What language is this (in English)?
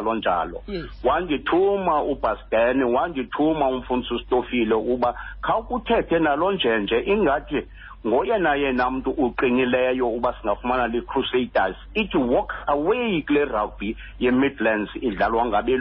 Xhosa